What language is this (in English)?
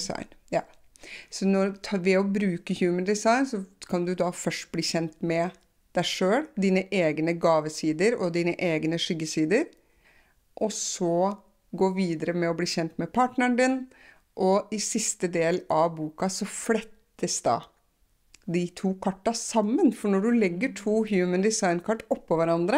Norwegian